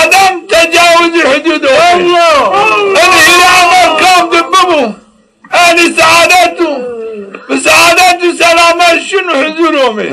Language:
Zaza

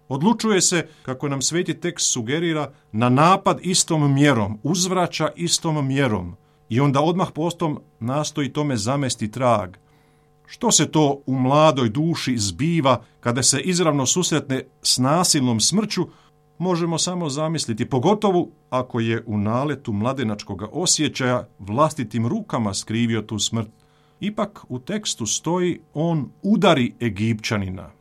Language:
Croatian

